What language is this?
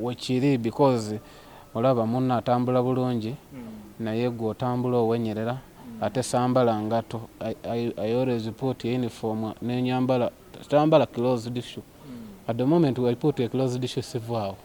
Ganda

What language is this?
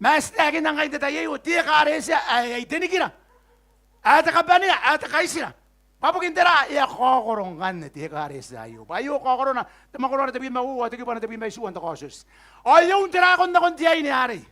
Gilbertese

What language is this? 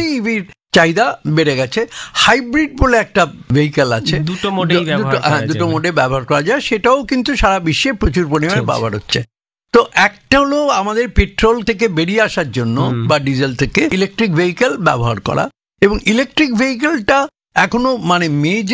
Bangla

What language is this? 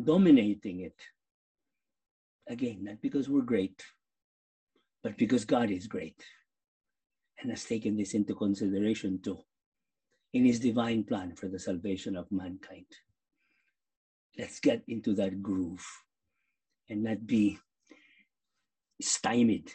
English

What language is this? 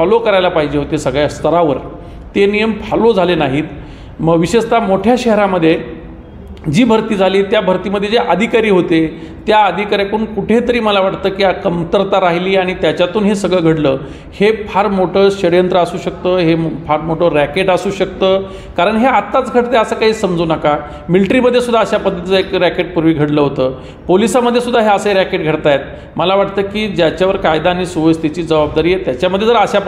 Marathi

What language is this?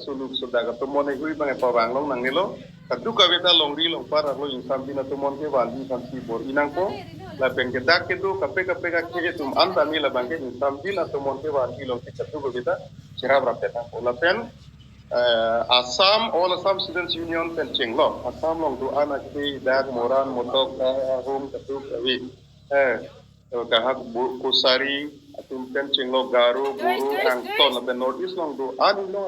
Karbi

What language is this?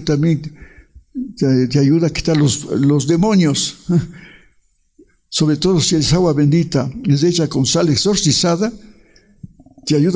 Spanish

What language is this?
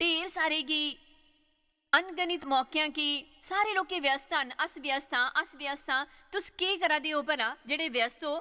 Dogri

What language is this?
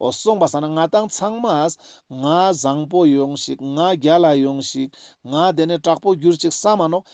Ladakhi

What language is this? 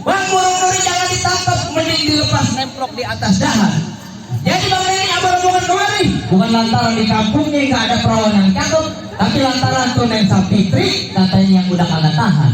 Betawi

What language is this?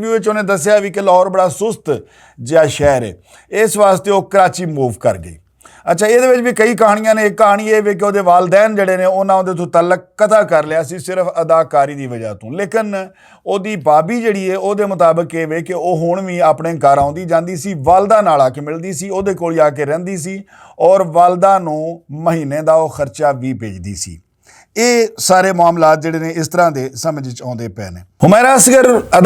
Western Panjabi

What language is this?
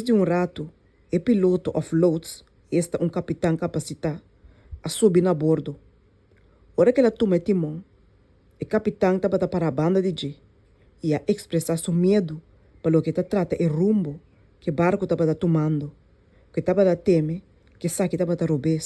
Papiamento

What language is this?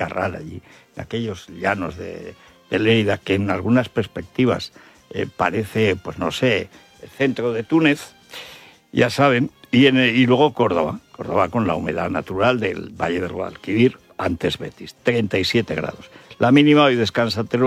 Spanish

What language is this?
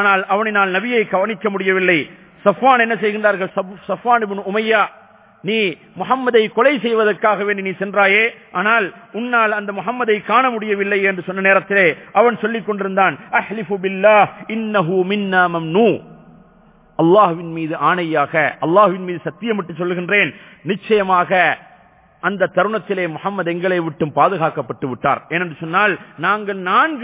Tamil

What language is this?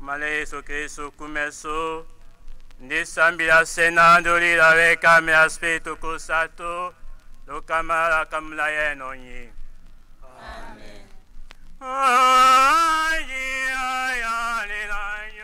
Tetela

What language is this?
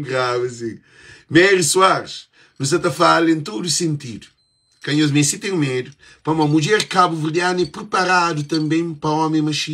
Kabuverdianu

